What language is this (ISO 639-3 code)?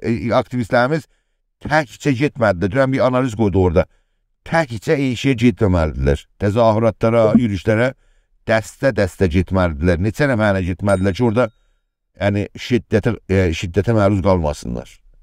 azb